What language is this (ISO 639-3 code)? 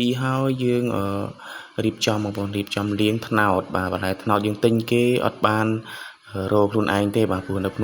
khm